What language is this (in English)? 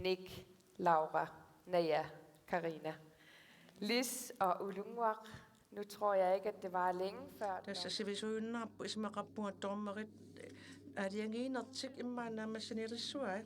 Kalaallisut